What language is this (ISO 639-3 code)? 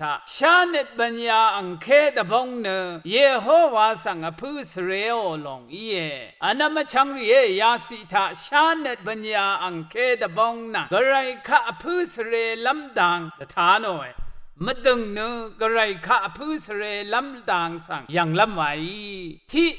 raw